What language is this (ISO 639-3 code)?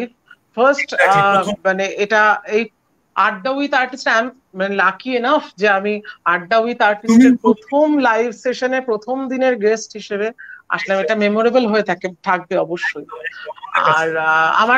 ben